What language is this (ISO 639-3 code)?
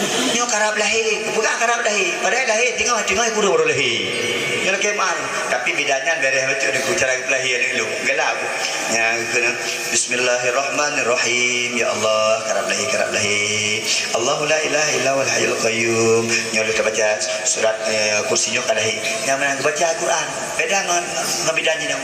ace